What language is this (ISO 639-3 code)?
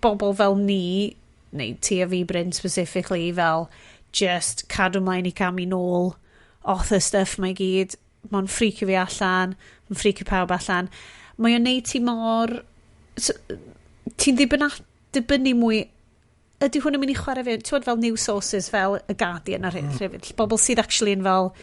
cym